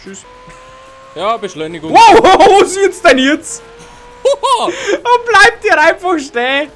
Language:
Bavarian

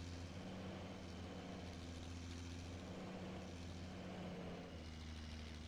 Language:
Croatian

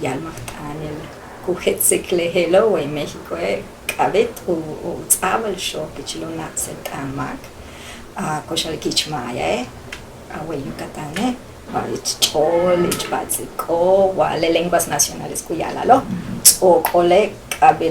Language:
Yucateco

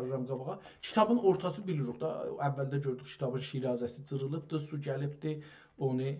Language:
South Azerbaijani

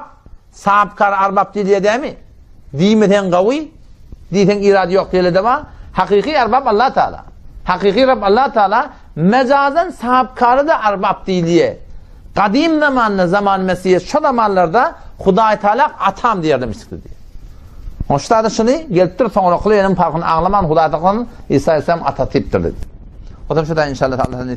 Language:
Turkmen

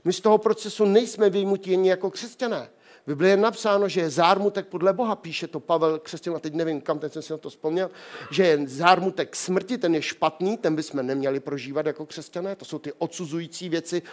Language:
Czech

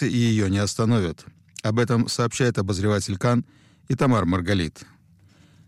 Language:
Russian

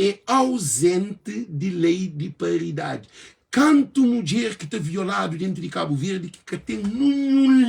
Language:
Kabuverdianu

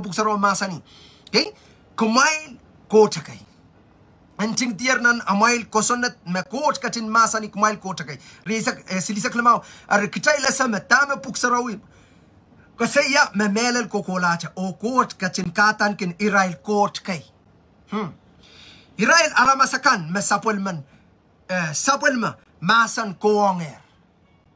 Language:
Pohnpeian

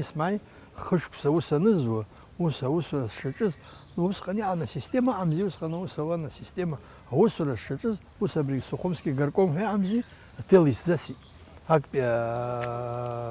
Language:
Abkhazian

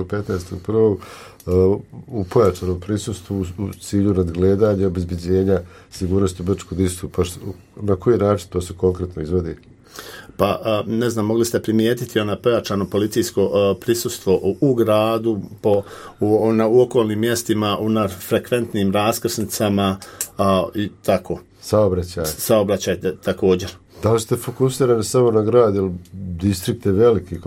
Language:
Croatian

